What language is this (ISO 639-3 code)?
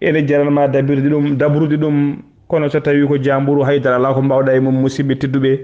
ful